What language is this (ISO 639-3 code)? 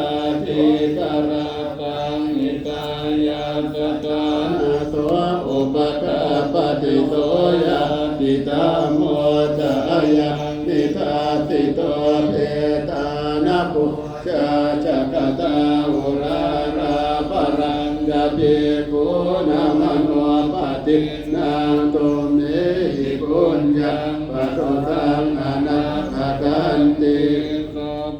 pli